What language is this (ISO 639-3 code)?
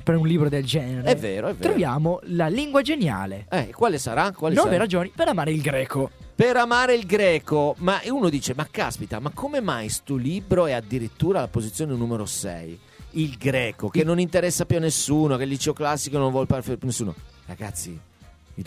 ita